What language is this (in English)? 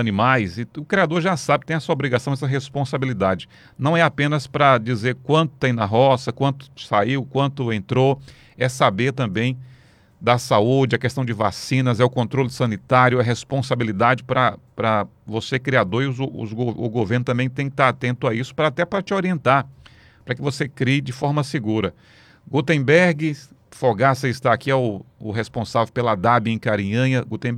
Portuguese